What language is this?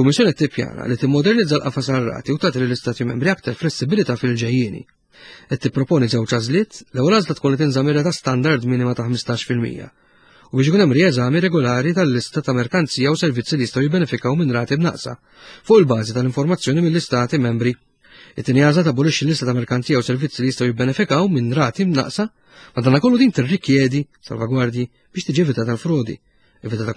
Maltese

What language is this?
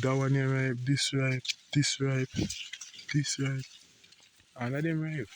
Jamaican Creole English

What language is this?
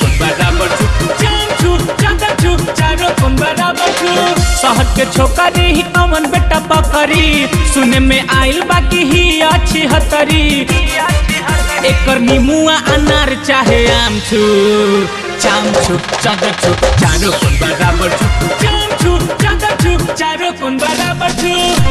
Bhojpuri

